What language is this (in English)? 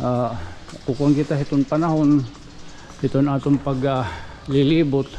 Waray